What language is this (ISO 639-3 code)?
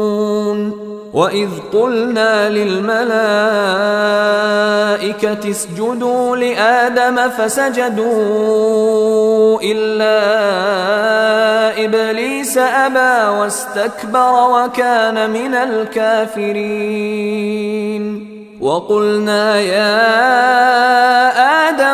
ara